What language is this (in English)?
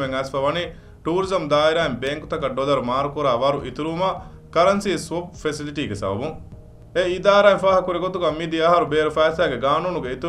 Divehi